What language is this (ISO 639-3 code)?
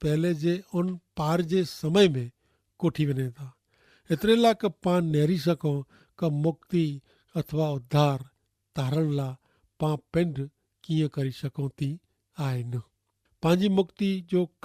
kfr